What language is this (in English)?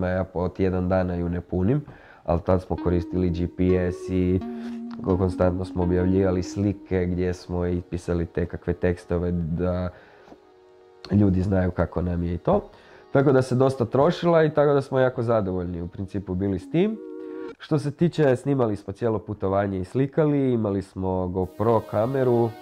Croatian